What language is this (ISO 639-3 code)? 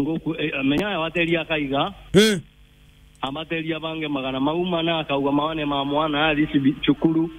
mer